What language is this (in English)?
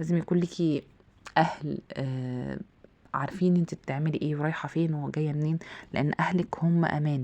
Egyptian Arabic